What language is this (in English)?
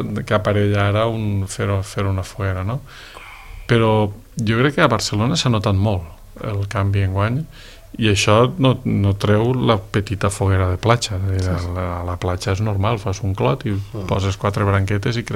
Catalan